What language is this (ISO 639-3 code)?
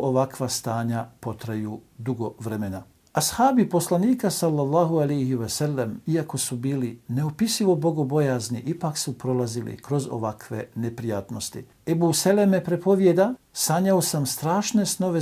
bos